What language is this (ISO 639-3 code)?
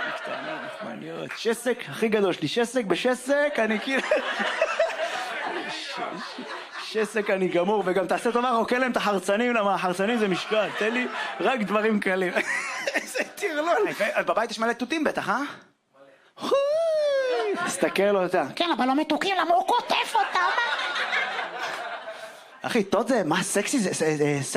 heb